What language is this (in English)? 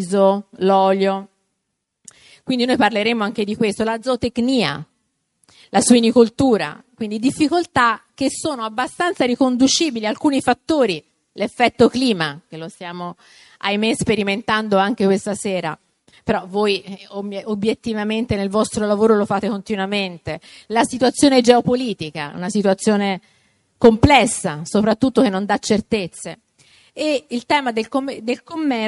Italian